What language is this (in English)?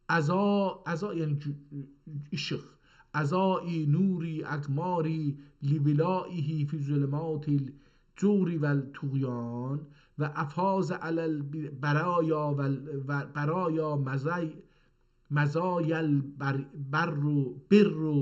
South Azerbaijani